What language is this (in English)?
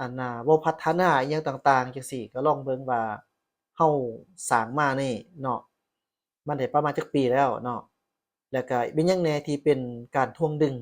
Lao